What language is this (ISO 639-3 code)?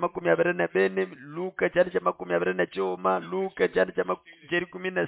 nnb